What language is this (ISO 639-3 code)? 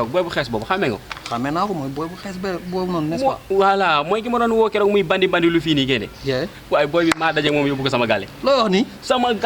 wol